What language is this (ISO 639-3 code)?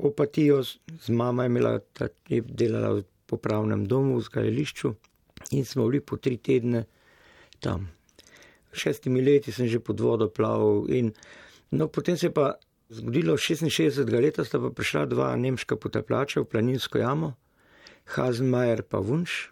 slv